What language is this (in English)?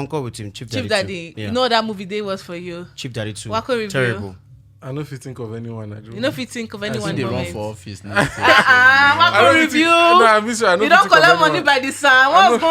Nigerian Pidgin